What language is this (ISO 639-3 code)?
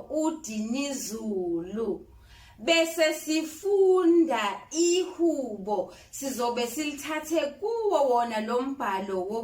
zul